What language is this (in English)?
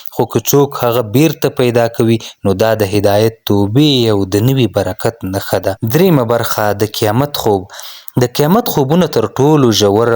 Pashto